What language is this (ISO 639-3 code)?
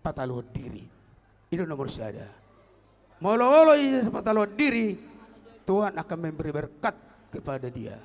bbc